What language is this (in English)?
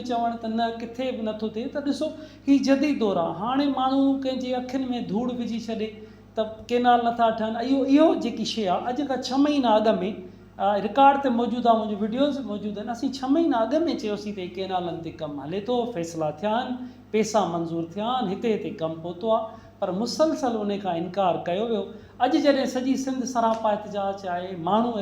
Sindhi